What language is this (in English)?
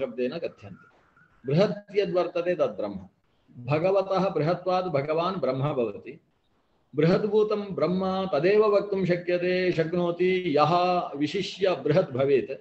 Sanskrit